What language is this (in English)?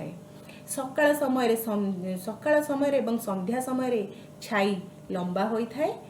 Odia